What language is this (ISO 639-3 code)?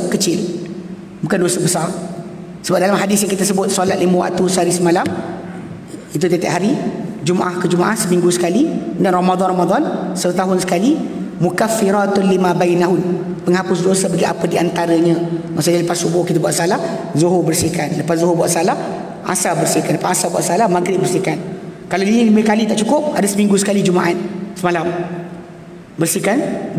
msa